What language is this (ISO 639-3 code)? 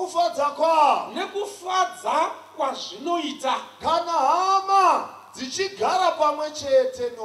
sna